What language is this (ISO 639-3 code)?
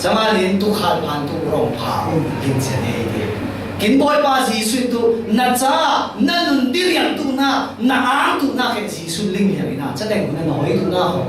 cfm